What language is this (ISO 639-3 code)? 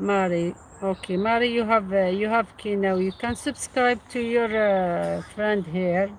arq